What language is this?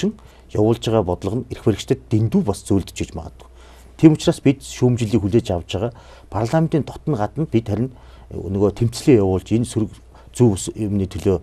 Mongolian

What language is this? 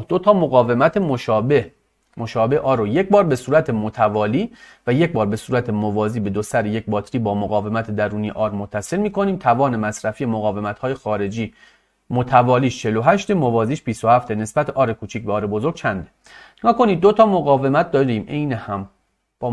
Persian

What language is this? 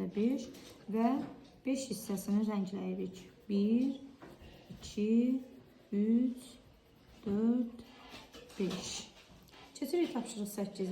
Azerbaijani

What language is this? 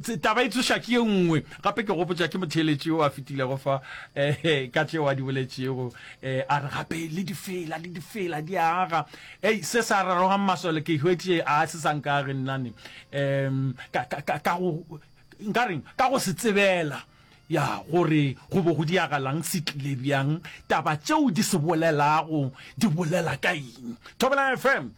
Northern Sotho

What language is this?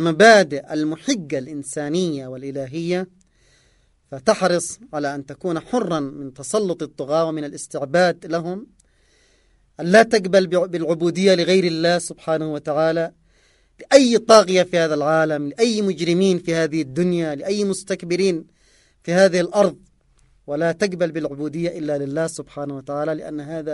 Arabic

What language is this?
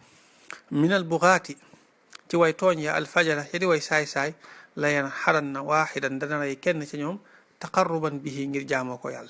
Wolof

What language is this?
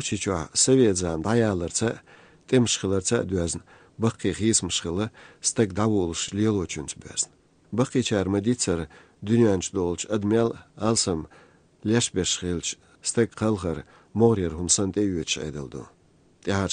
Chechen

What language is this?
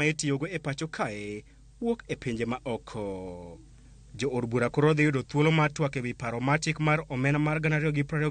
Luo (Kenya and Tanzania)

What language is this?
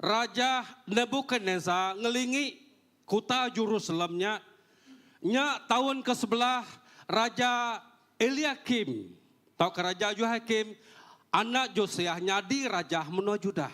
Iban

